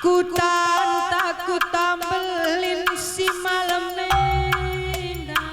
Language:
Batak Karo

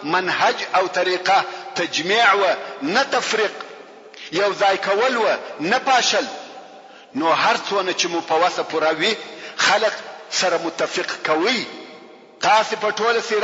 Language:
Pashto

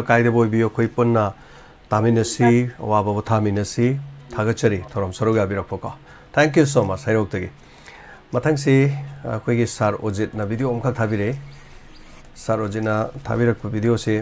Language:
Manipuri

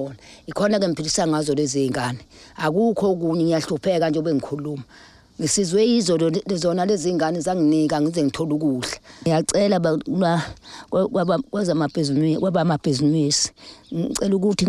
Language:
Zulu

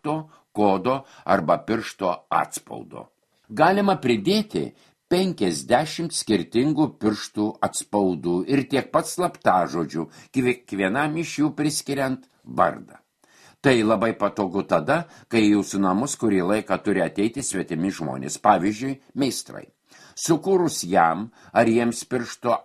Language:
Lithuanian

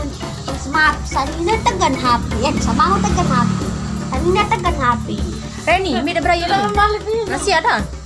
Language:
Sasak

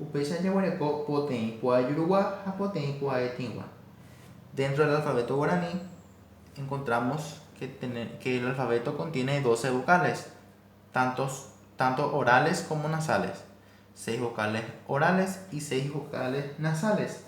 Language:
Guarani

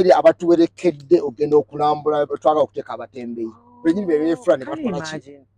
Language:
Ganda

